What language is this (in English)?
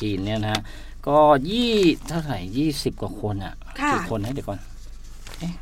Thai